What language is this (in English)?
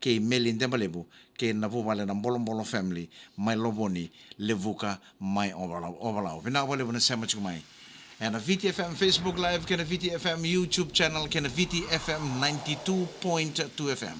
Fijian